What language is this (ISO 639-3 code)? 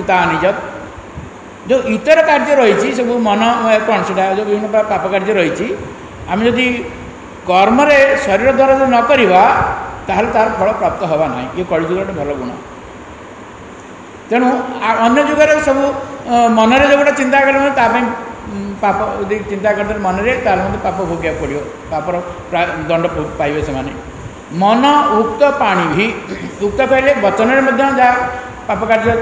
ori